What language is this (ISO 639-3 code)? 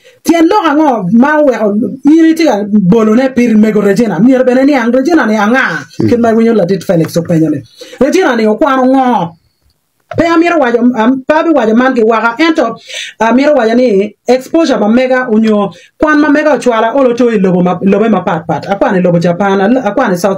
ach